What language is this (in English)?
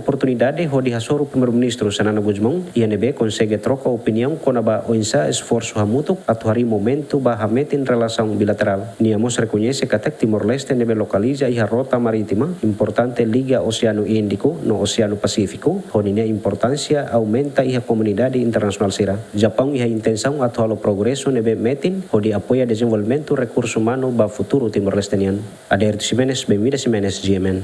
Tetum